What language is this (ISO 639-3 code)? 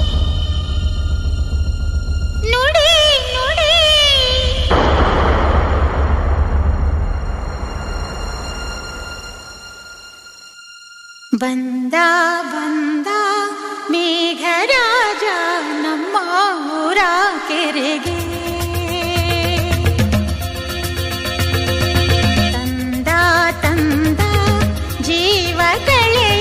kan